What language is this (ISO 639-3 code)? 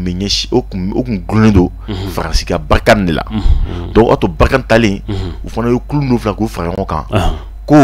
bam